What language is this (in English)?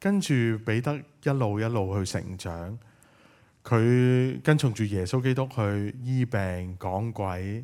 Cantonese